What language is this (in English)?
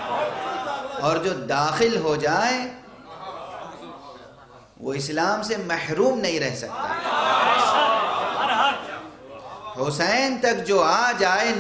Urdu